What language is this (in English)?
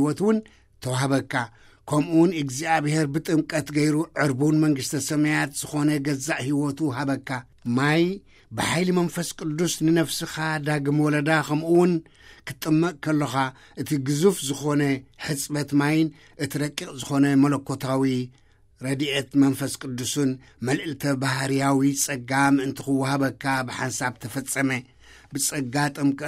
Tigrinya